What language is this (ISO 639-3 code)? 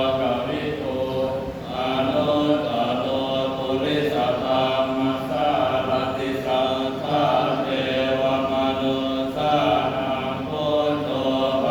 pli